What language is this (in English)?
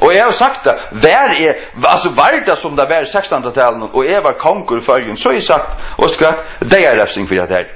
Faroese